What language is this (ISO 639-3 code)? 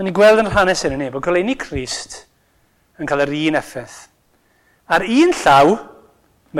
cym